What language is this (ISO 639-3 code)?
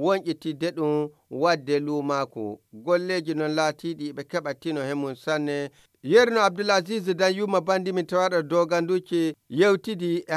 fuv